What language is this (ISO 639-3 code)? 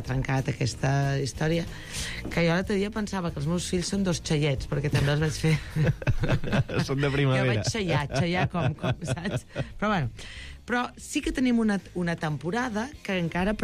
cat